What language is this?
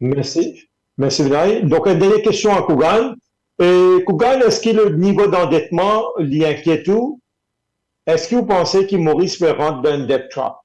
Morisyen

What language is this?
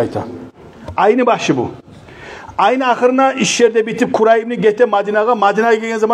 Kumyk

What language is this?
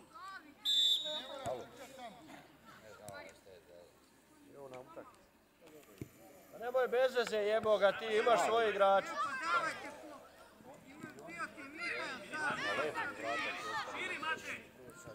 Croatian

